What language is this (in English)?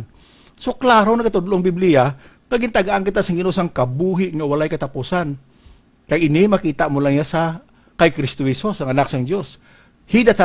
Hiligaynon